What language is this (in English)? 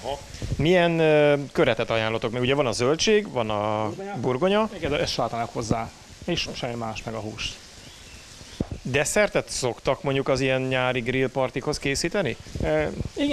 Hungarian